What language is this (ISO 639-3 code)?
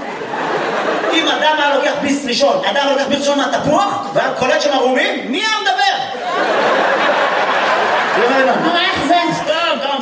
heb